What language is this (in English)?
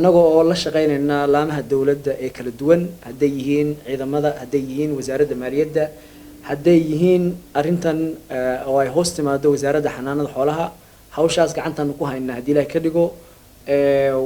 Somali